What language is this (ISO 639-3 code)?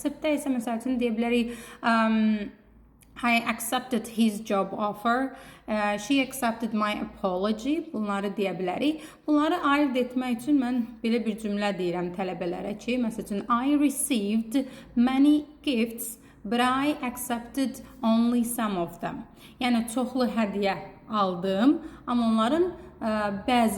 aze